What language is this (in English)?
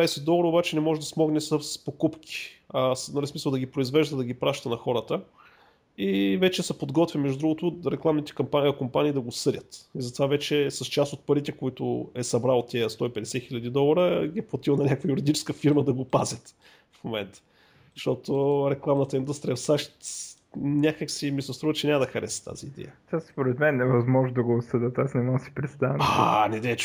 Bulgarian